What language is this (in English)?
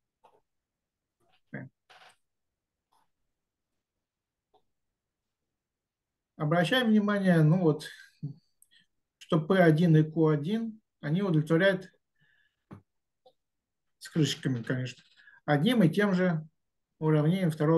Russian